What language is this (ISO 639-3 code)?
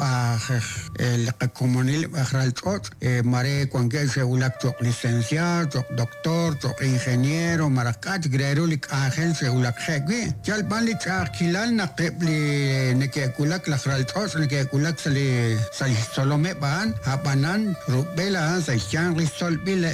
kek